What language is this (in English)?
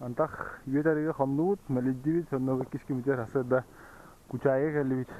Yakut